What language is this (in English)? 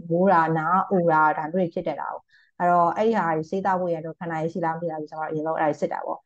Burmese